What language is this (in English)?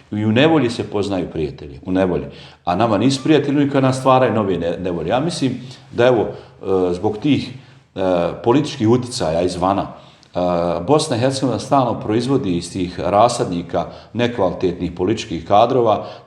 Bosnian